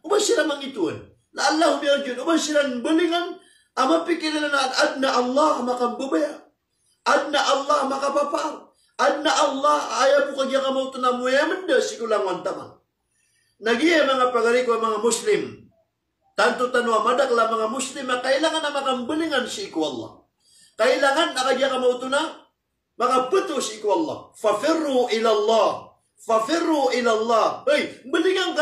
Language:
Maranao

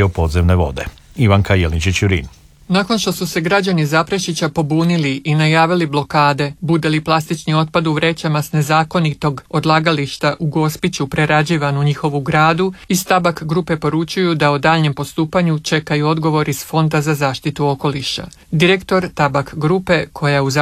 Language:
Croatian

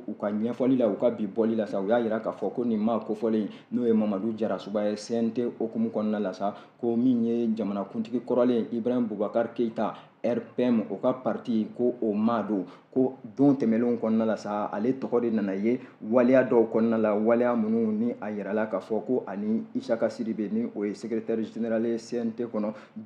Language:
Bambara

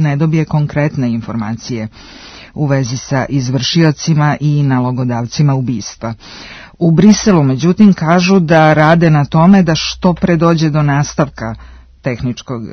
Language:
Serbian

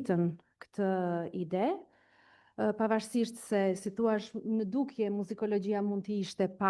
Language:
Albanian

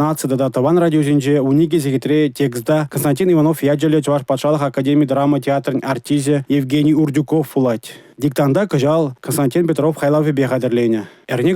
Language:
Chuvash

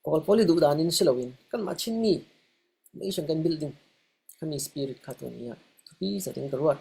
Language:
Falam Chin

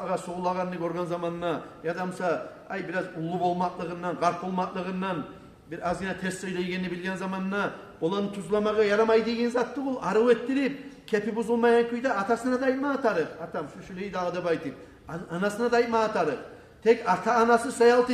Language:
Kumyk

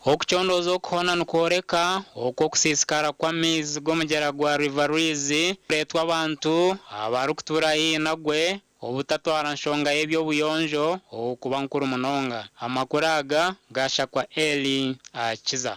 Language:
Nyankole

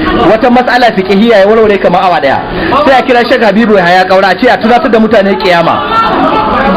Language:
Hausa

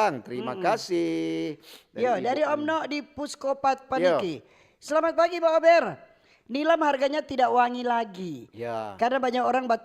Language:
Manado Malay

